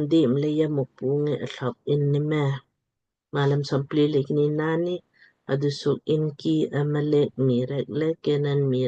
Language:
Lamkang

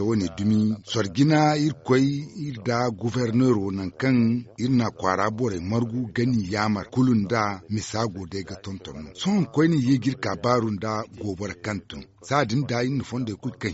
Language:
Zarma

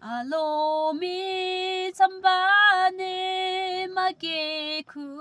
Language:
Yimchungru Naga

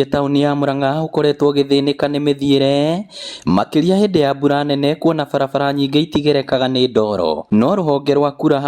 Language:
Kikuyu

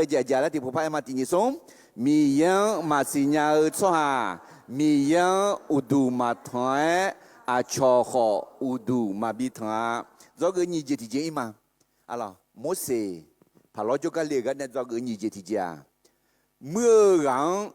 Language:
Akha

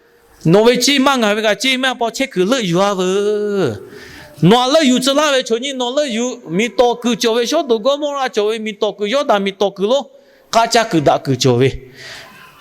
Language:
Lahu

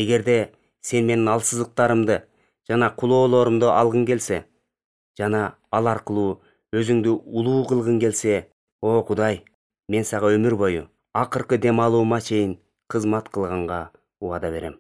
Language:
Kyrgyz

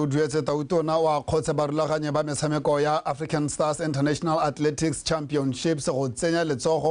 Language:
Tswana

